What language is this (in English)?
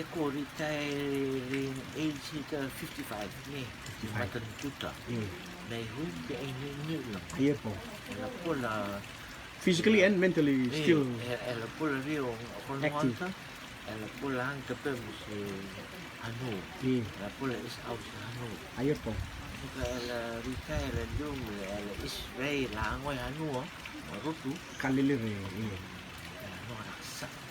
Rotuman